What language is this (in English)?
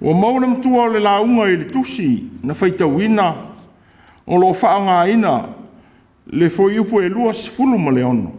Samoan